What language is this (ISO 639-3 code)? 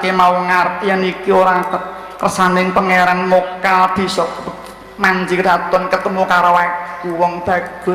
jav